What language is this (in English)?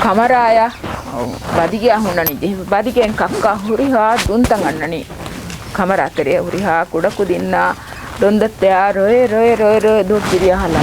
Divehi